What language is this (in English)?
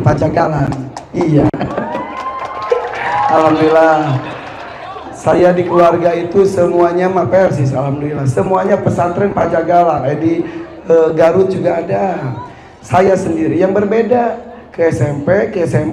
Indonesian